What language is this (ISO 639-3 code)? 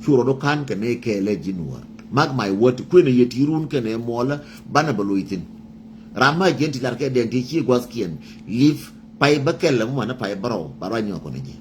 nus